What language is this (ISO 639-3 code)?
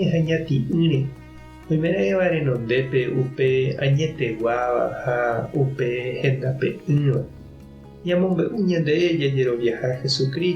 grn